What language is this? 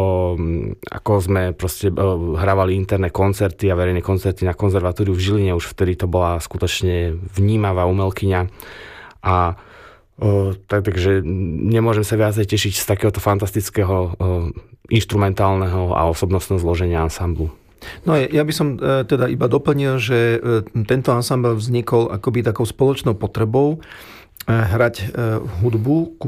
Slovak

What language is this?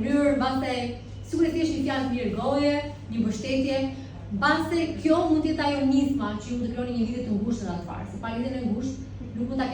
Albanian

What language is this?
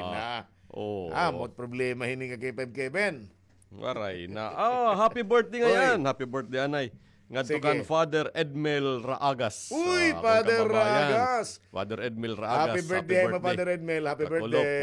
Waray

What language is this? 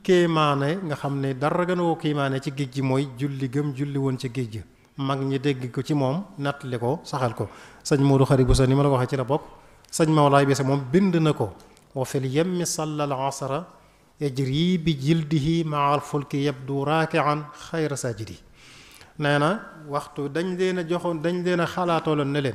Wolof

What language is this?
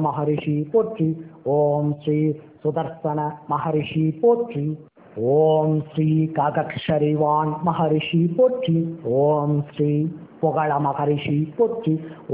Tamil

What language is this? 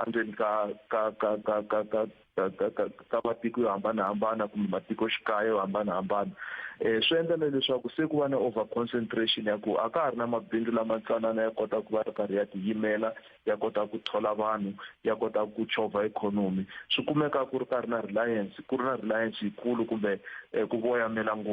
Tsonga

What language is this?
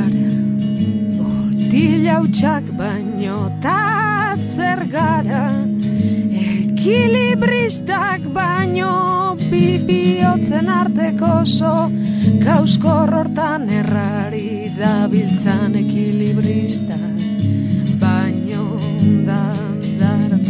Basque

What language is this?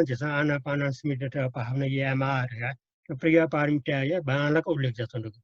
Newari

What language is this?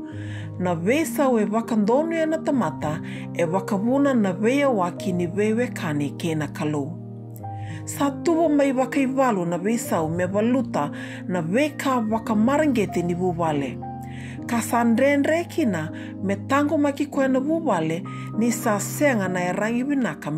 Fijian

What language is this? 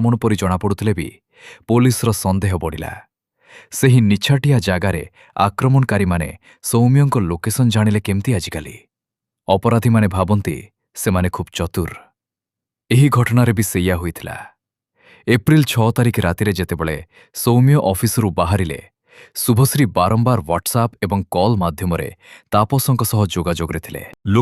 Odia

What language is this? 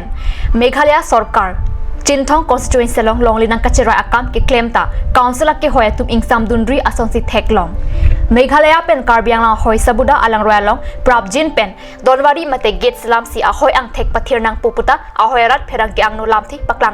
Karbi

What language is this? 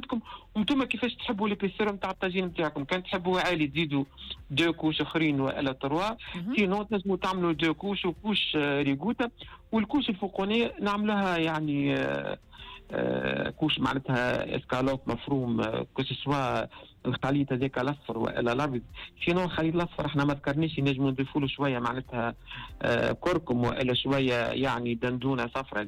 Tunisian Arabic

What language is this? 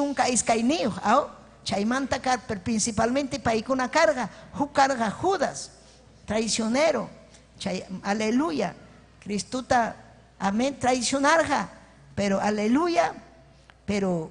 Ayacucho Quechua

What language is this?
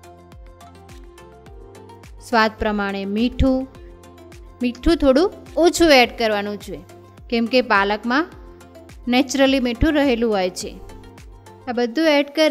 Gujarati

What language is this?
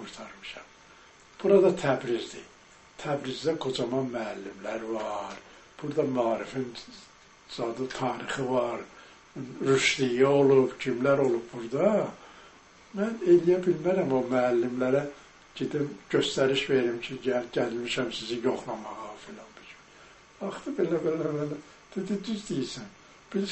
Azerbaijani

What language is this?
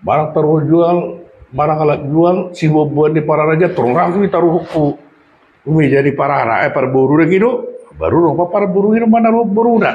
Batak Toba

